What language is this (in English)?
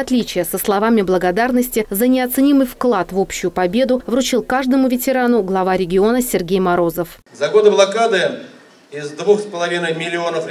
Russian